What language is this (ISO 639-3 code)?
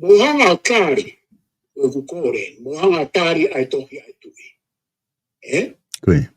ton